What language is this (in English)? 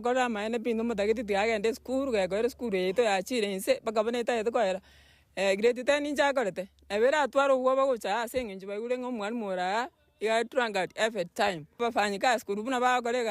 Gusii